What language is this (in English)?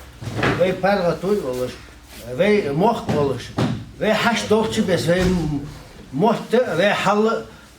Ingush